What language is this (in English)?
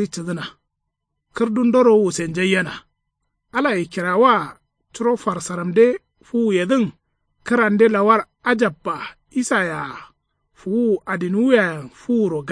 Kanuri